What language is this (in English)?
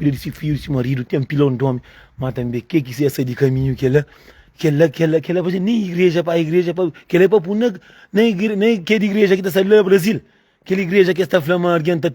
Kabuverdianu